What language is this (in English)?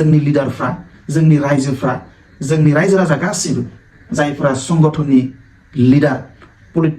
Bodo